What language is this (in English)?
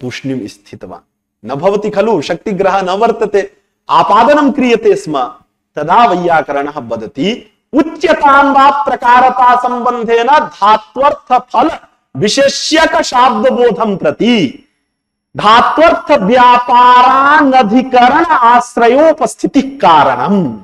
Sanskrit